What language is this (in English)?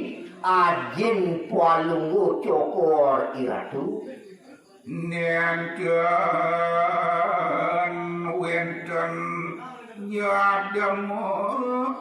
Balinese